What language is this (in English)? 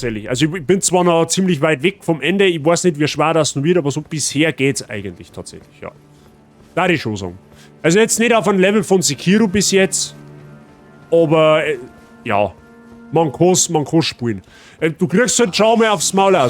Bavarian